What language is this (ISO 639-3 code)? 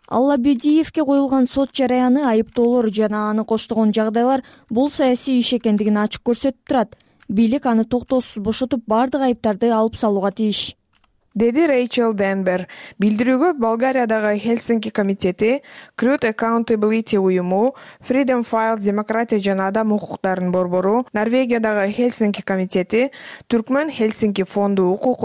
kir